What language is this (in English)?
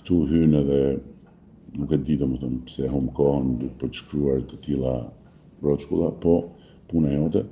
Albanian